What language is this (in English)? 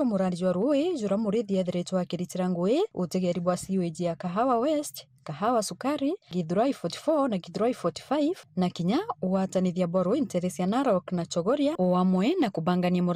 Meru